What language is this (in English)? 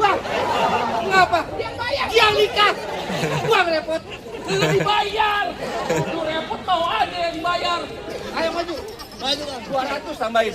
Betawi